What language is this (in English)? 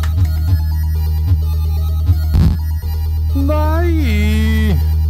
Norwegian